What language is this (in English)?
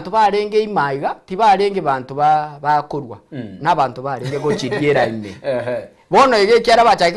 Gusii